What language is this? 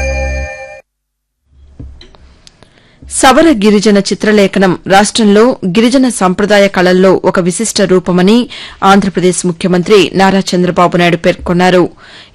Telugu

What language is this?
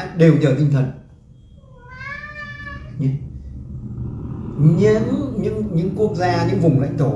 Vietnamese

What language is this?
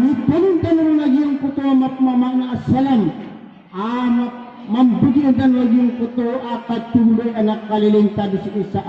Maranao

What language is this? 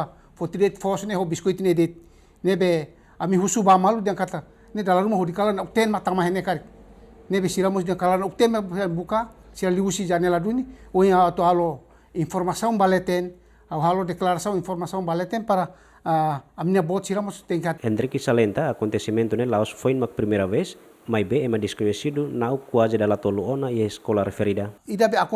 Tetum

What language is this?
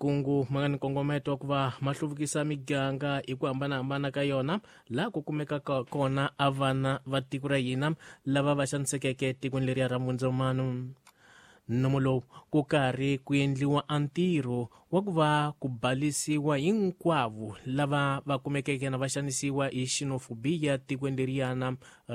Tsonga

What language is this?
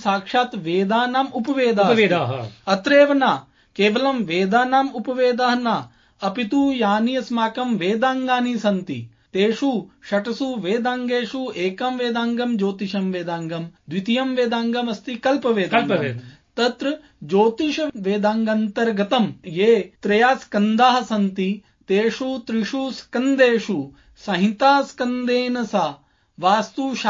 Sanskrit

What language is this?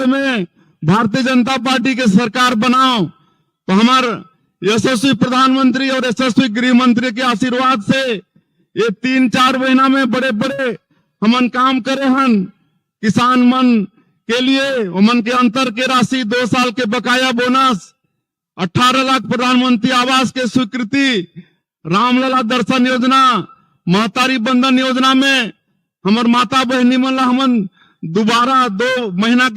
Chhattisgarhi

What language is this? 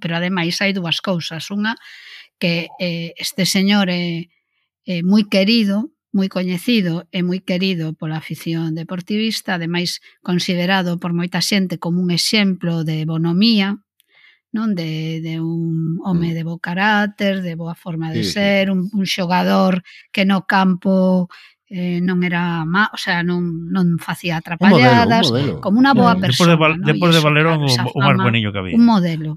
Galician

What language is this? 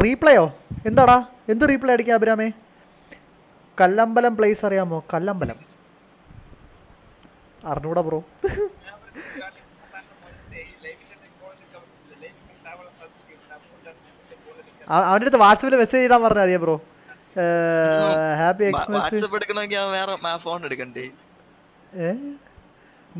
Malayalam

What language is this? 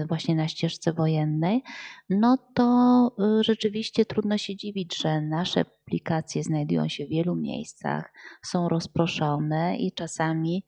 Polish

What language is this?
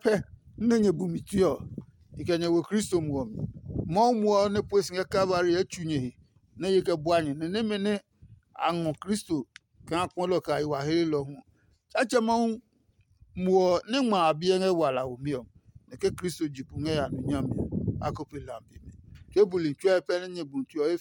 Adangme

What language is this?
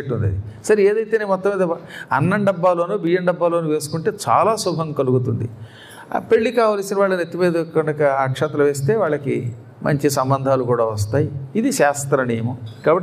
Telugu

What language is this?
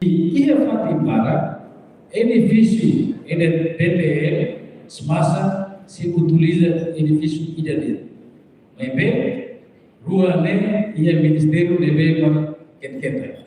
Tetum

